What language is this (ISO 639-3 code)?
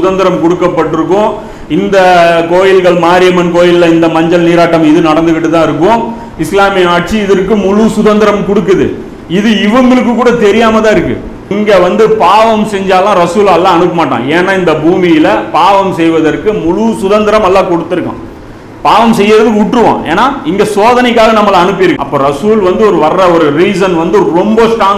tam